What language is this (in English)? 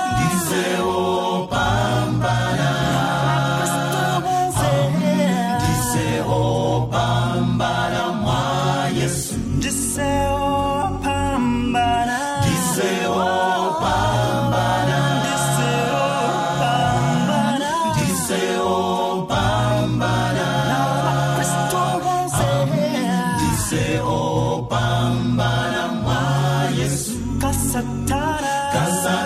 Estonian